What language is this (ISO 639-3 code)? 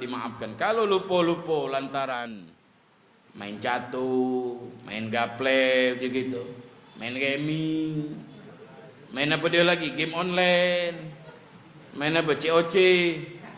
mui